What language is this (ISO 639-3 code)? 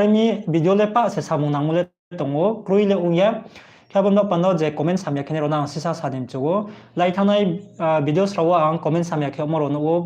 ria